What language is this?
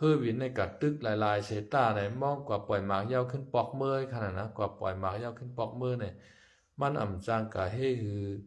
Shan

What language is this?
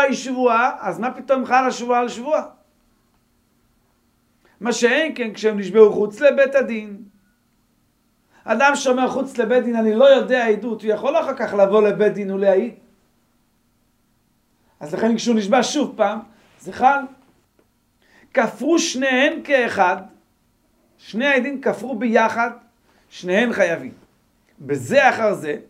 Hebrew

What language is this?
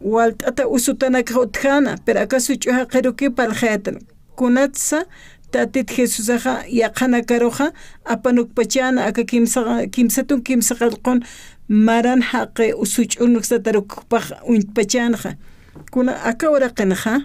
Aymara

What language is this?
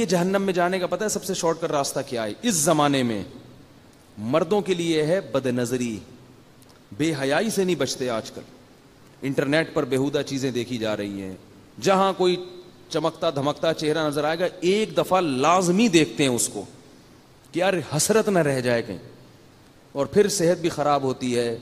Urdu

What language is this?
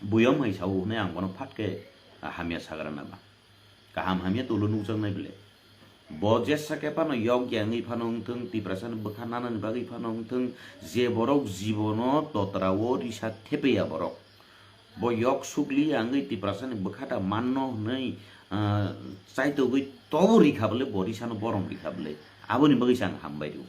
Kok Borok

